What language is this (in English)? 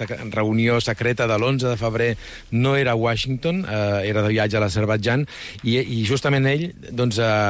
Catalan